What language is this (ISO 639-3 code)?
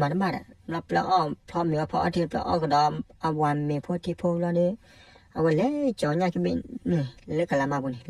ksw